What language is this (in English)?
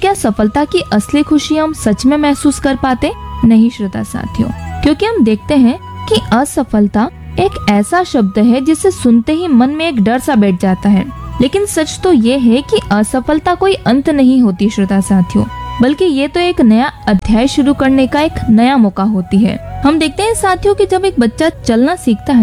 Hindi